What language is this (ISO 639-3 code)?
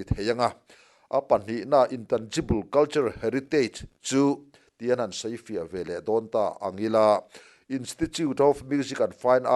lus